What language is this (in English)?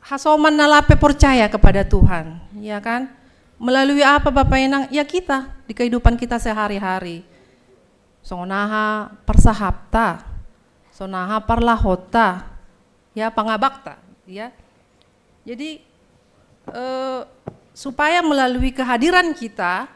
Batak Simalungun